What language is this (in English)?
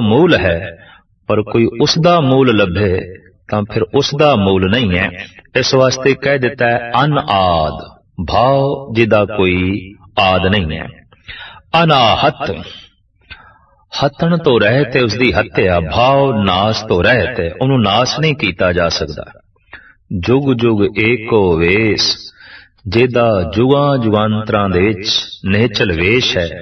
Punjabi